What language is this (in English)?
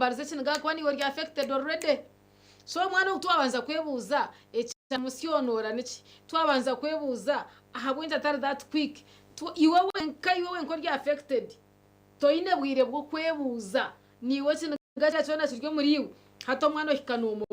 Nyankole